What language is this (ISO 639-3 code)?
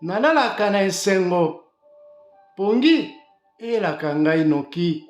lin